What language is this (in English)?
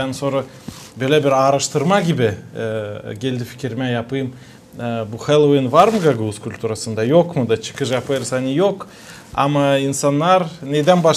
Gagauz